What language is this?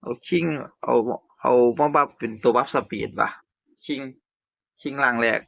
Northeastern Thai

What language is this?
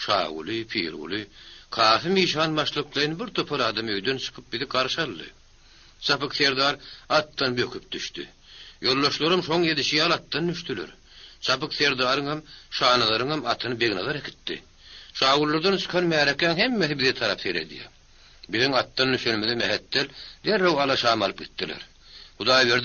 Turkmen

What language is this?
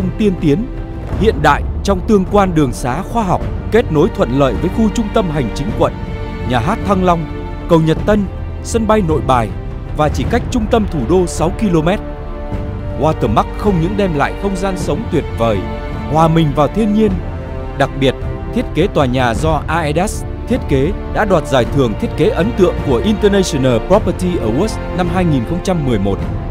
Vietnamese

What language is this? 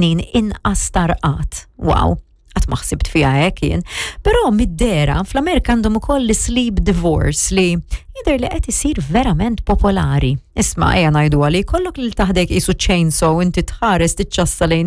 Maltese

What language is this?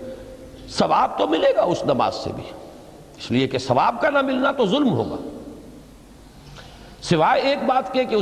Urdu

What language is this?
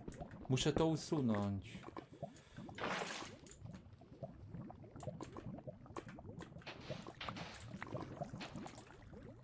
Polish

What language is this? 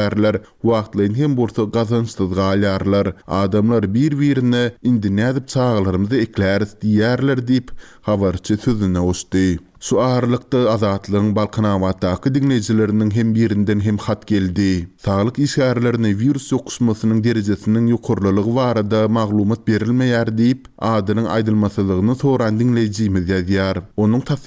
Turkmen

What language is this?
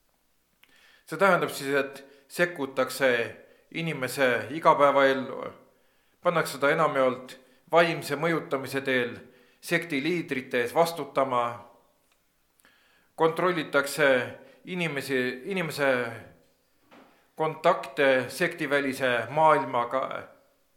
Estonian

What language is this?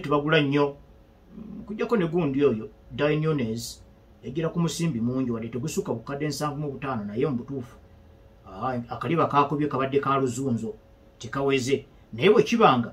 Ganda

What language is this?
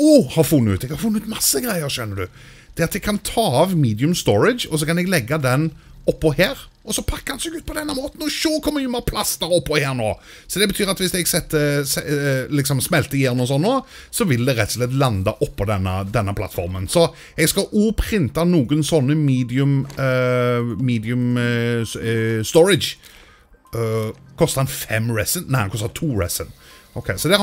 Norwegian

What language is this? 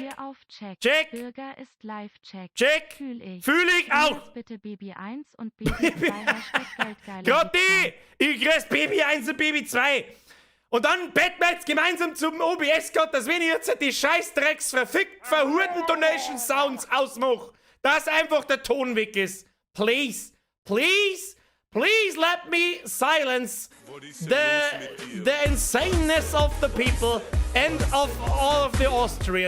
Bavarian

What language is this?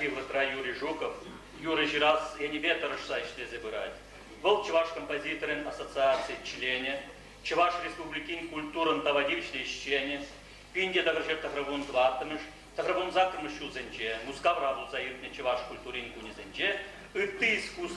Chuvash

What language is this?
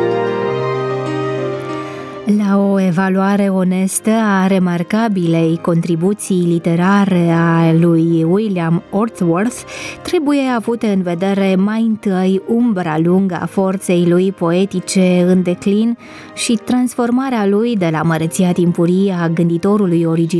Romanian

